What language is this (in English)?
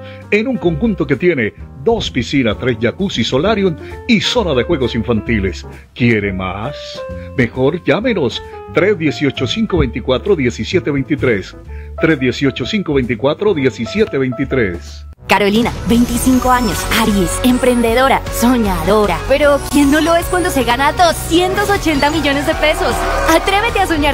Spanish